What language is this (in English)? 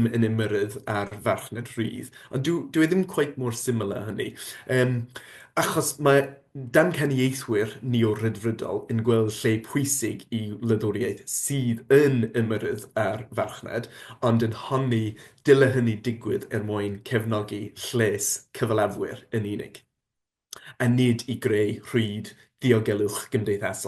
Welsh